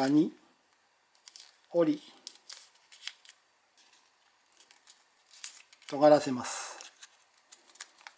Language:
Japanese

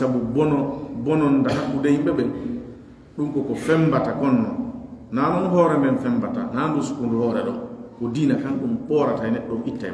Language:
Pular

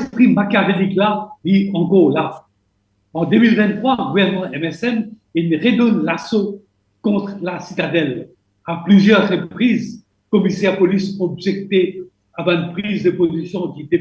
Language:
Morisyen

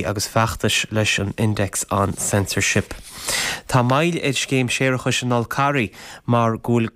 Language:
Irish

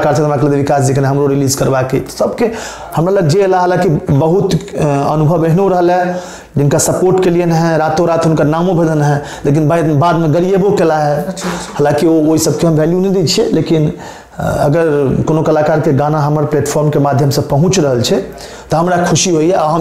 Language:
Maithili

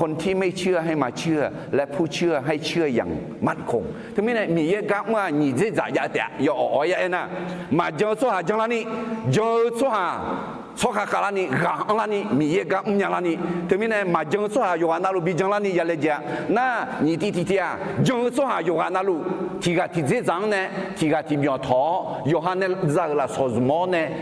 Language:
Akha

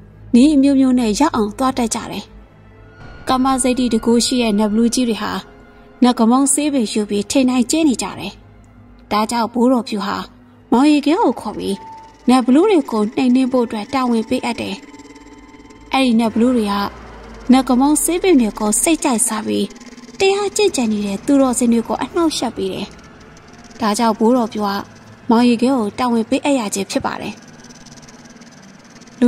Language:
Burmese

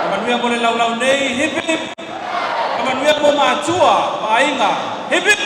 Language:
Samoan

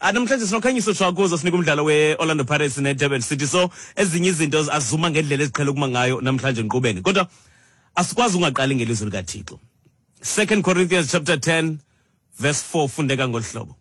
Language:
Xhosa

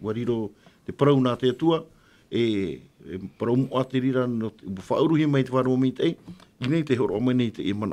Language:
Tahitian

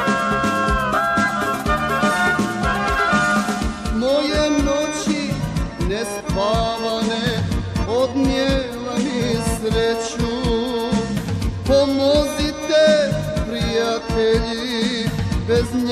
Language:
Croatian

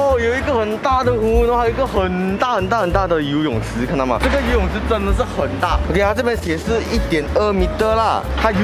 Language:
Chinese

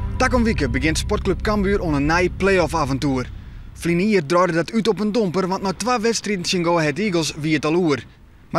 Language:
Western Frisian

